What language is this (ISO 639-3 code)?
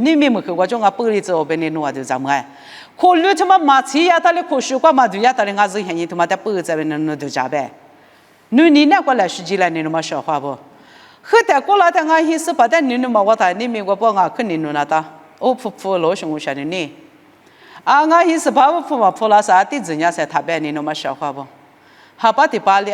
lis